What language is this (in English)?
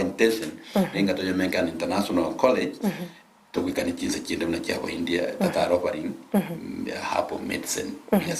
Gusii